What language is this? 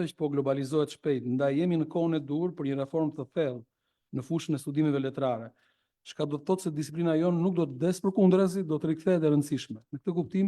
Albanian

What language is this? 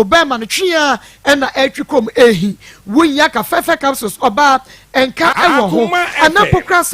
Akan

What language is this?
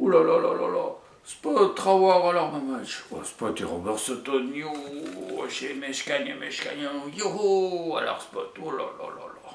Breton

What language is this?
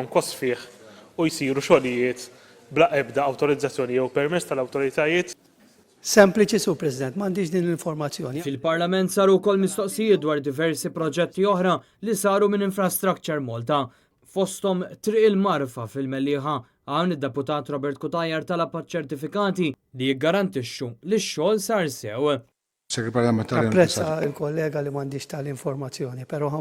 Maltese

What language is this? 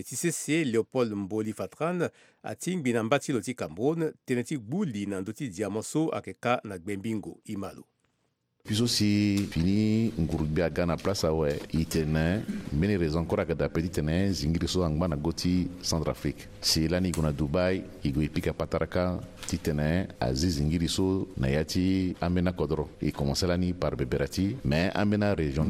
Sango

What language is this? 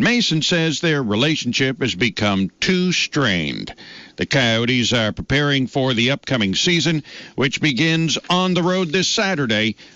English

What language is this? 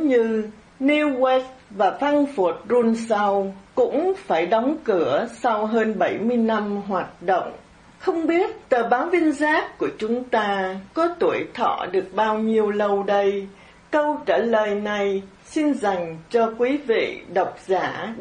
Vietnamese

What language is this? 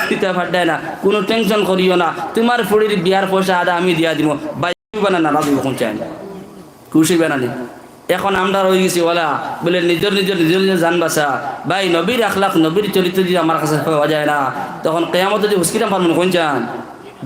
Sylheti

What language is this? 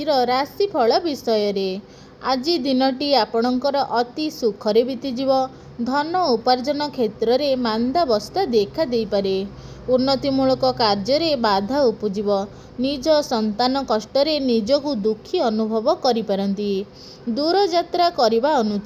Odia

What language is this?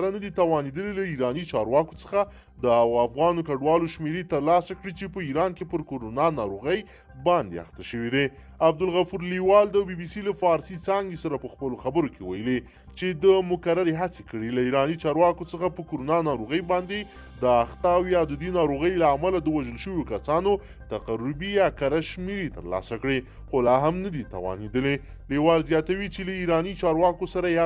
Pashto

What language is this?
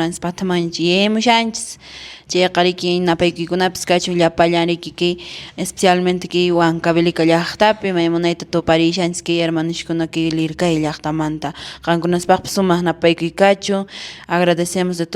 Quechua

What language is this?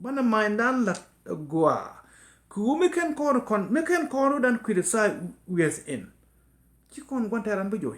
Nuer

